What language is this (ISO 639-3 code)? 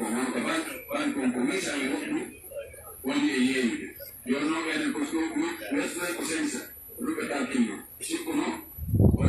fuf